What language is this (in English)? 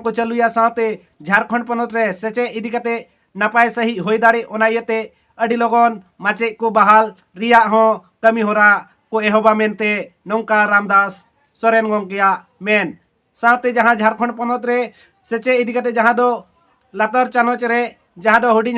Santali